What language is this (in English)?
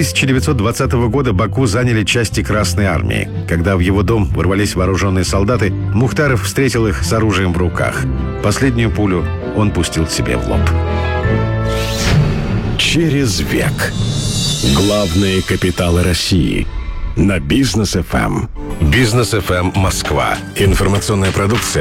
Russian